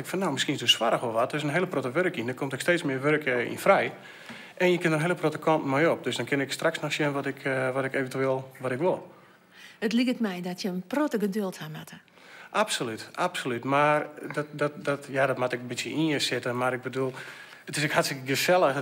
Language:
Western Frisian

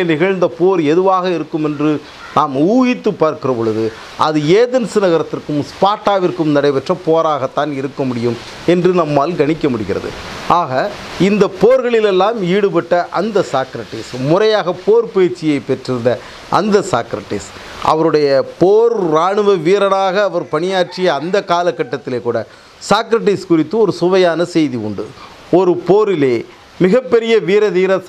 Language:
Tamil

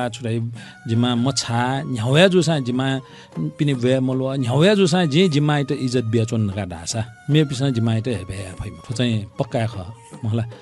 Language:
Newari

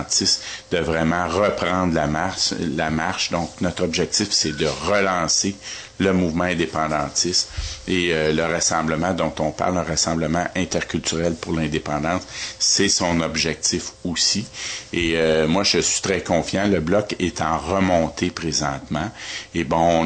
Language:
French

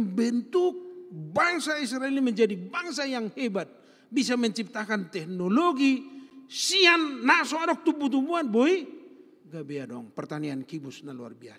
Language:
Batak Toba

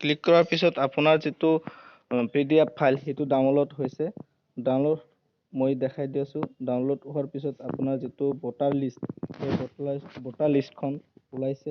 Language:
Assamese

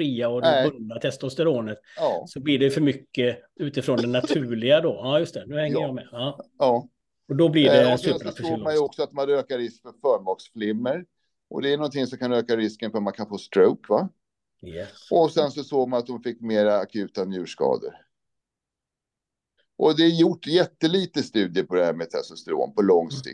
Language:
Swedish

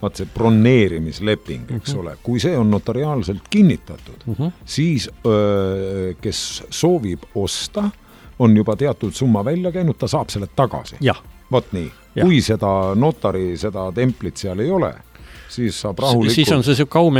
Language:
Estonian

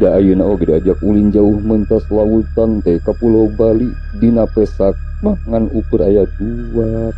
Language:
Sundanese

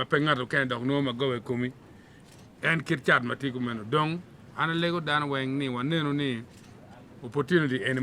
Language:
Acoli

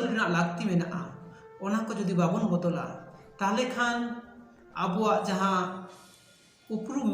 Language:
Santali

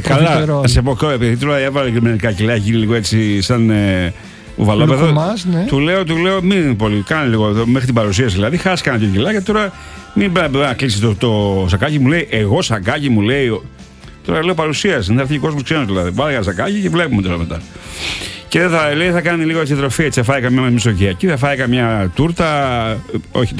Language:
Greek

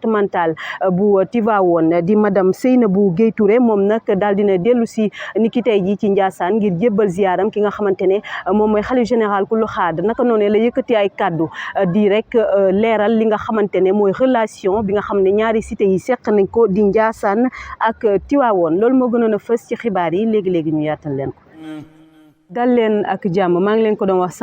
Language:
Wolof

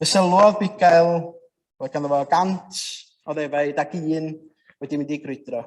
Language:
Welsh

